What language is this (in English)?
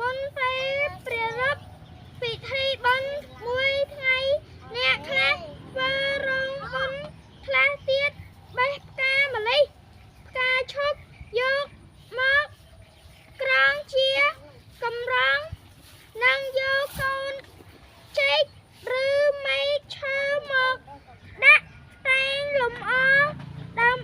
Khmer